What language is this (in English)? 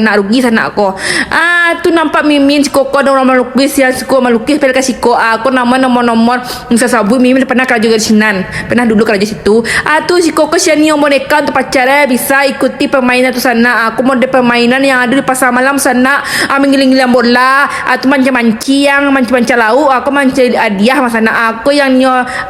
Minangkabau